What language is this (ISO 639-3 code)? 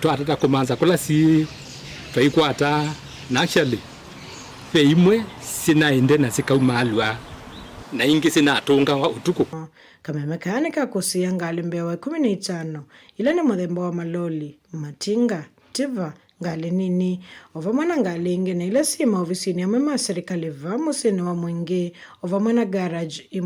kam